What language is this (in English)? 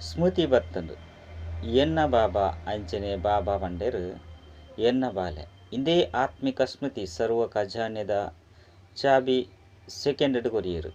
Tulu